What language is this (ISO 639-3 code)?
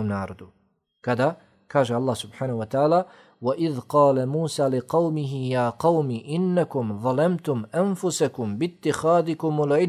bos